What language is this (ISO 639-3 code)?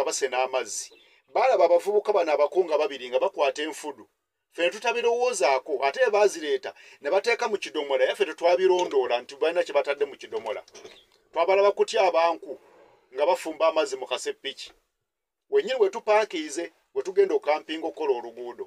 lug